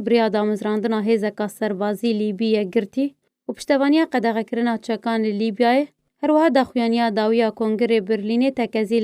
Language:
Kurdish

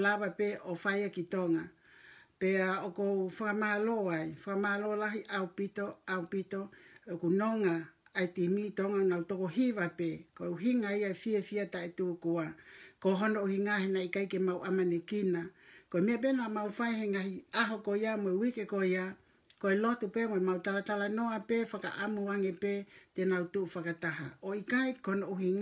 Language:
Tongan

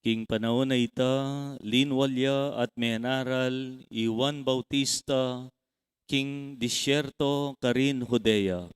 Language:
Pampanga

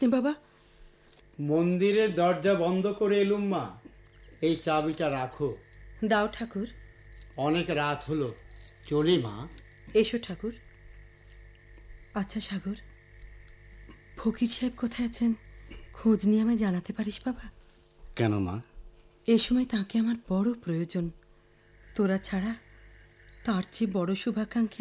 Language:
Bangla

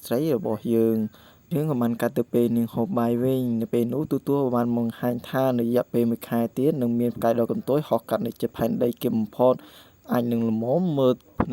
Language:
Khmer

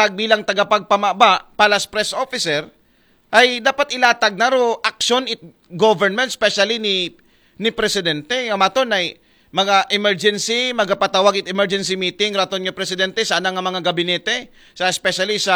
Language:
Aklanon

